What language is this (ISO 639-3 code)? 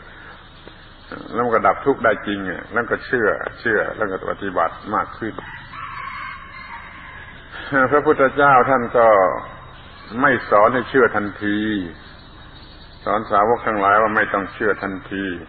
tha